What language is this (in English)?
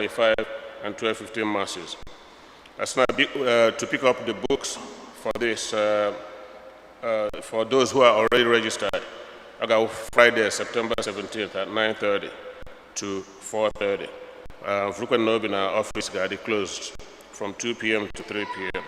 Igbo